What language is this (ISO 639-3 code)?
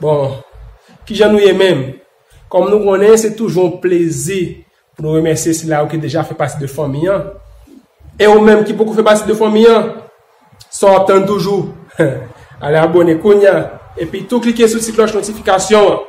hat